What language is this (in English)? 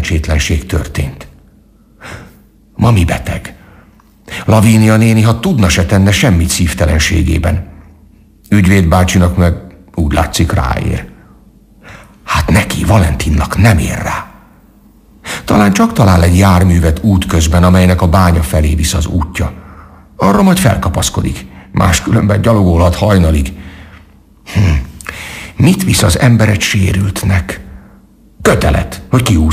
Hungarian